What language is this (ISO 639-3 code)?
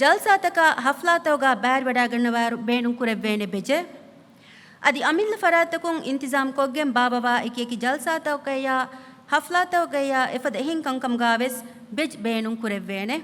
div